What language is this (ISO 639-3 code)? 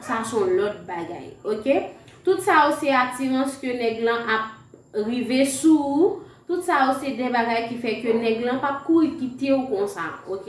hat